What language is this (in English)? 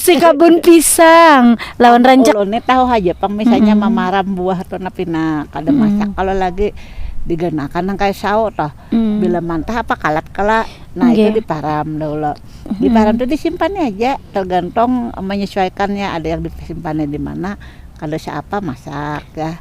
Banjar